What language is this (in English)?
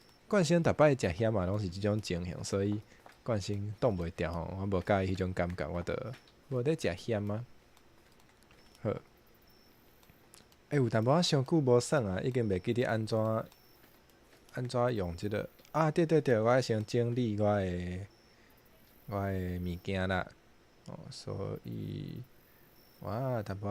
Min Nan Chinese